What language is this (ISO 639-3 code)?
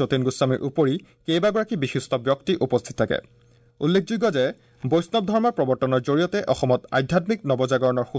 asm